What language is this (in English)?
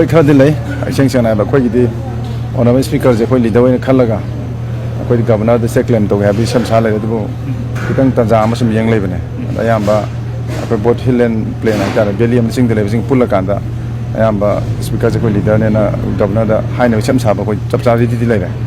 Manipuri